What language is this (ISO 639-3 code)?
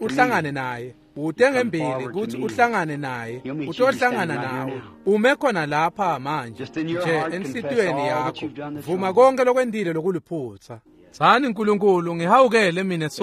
ssw